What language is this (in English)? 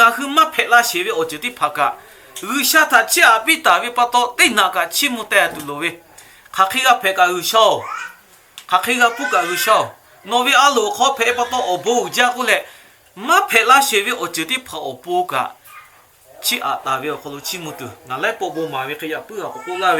Lahu